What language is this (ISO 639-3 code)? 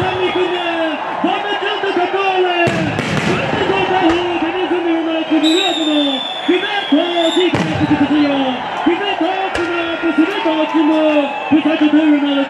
nri